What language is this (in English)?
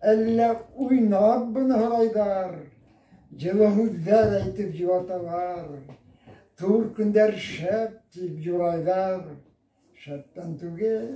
Bashkir